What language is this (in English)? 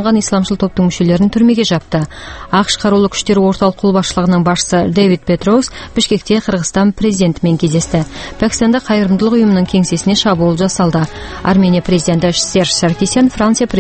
Kazakh